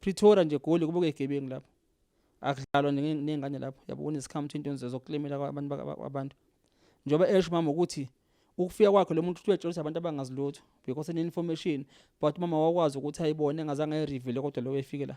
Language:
Zulu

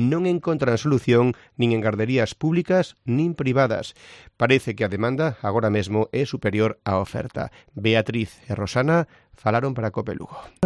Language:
Galician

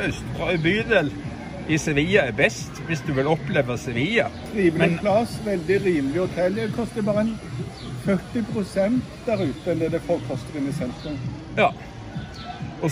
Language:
Norwegian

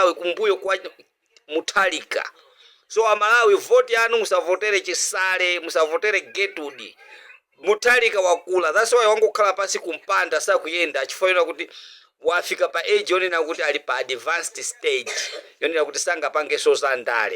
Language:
Nyanja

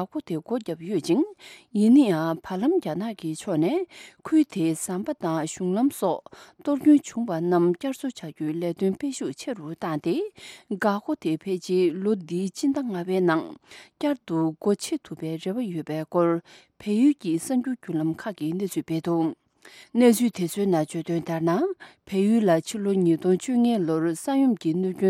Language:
Tibetan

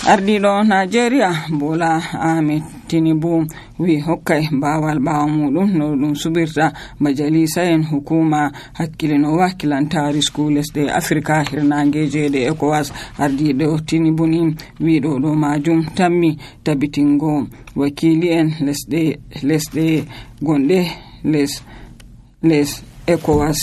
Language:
Nigerian Fulfulde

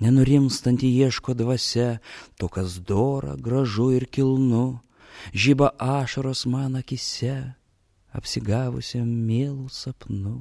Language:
Lithuanian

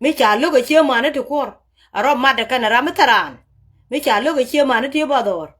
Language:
Nuer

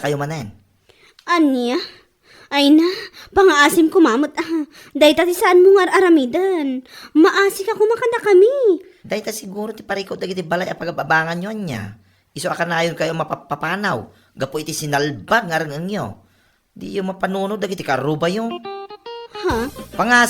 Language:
Iloko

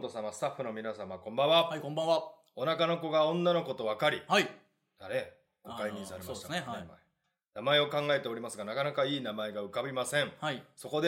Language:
Japanese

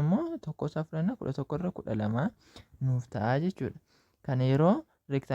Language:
Oromo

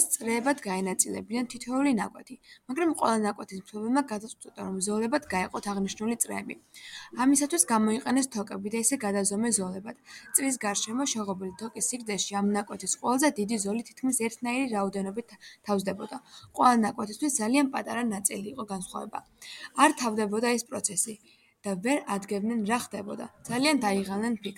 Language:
Georgian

